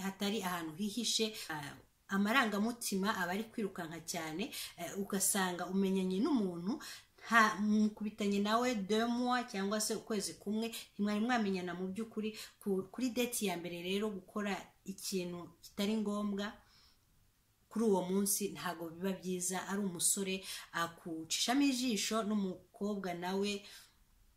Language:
Kinyarwanda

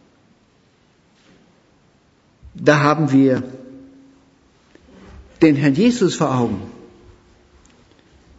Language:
German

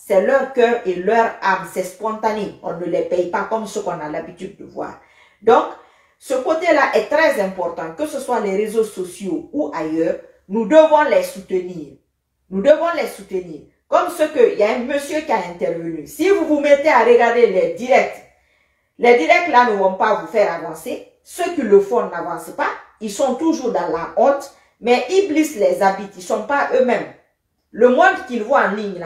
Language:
French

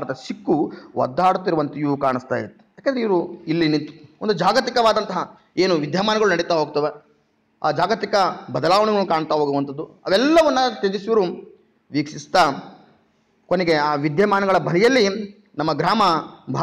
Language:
Kannada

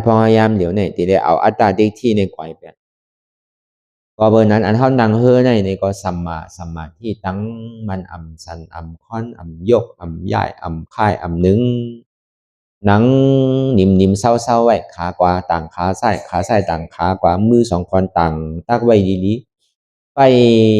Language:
Shan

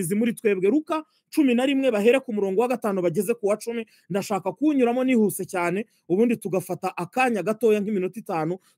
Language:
Kinyarwanda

